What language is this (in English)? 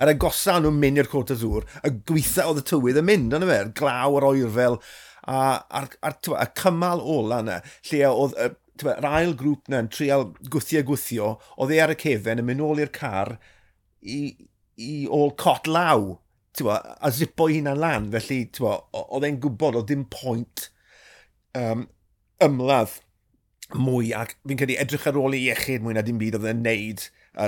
Welsh